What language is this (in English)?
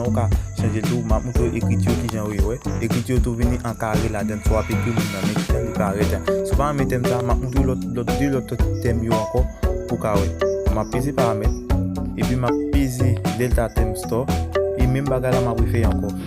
Haitian Creole